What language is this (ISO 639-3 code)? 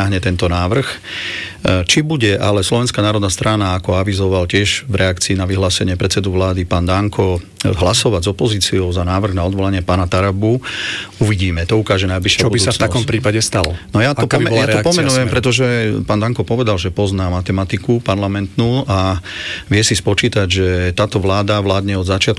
slk